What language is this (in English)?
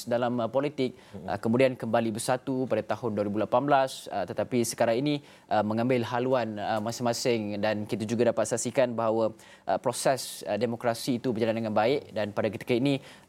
Malay